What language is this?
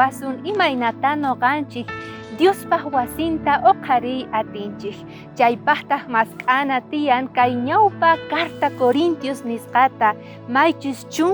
South Bolivian Quechua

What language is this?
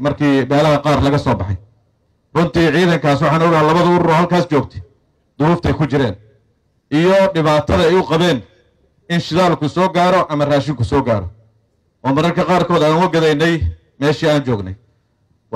Somali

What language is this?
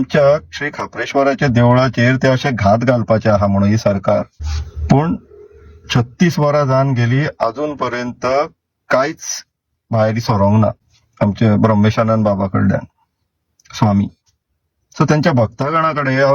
Konkani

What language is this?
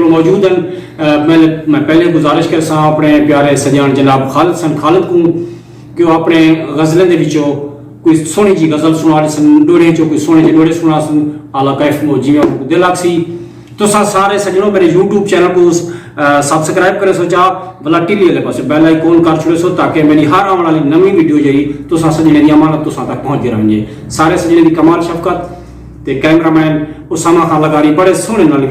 Saraiki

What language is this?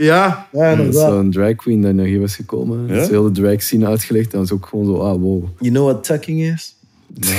Dutch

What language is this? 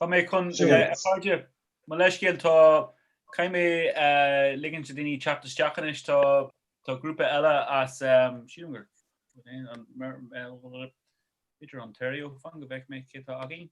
Irish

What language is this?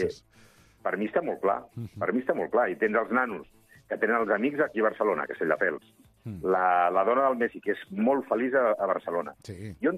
Catalan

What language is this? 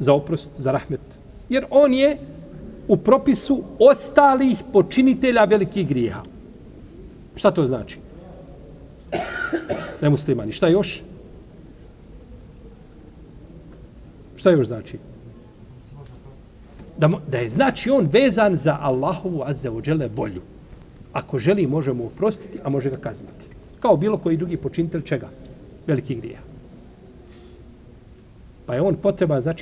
Bosnian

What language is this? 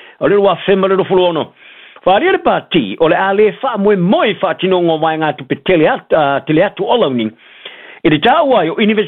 Samoan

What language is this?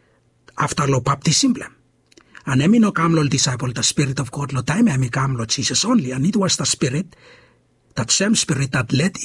Bislama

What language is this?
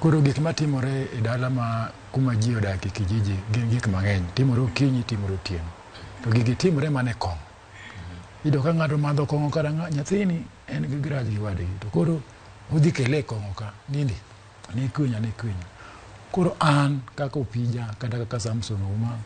Luo (Kenya and Tanzania)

